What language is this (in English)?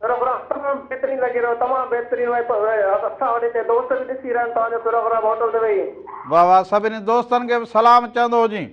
Sindhi